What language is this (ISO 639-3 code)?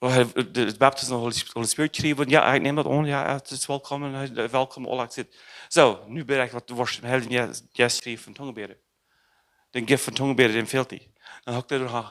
pdt